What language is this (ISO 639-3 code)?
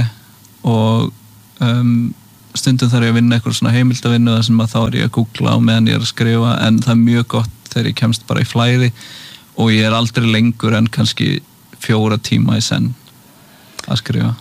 isl